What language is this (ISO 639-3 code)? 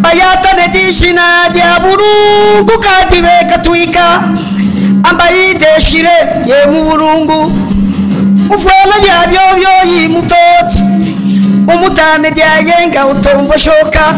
lub